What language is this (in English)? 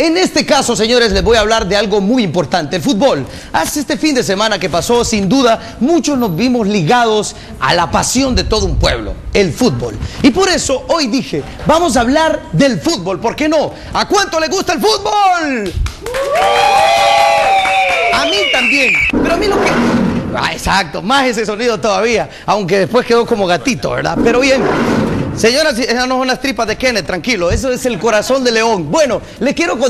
Spanish